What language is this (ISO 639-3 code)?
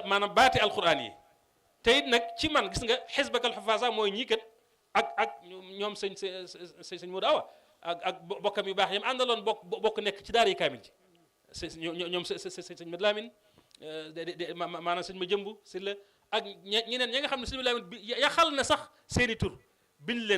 wol